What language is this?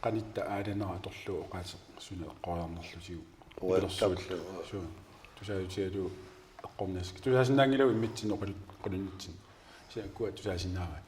Kalaallisut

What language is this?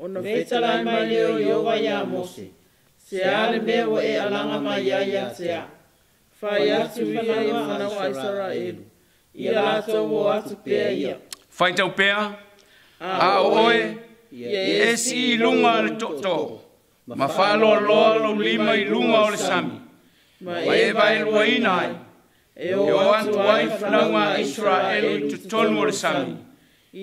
Samoan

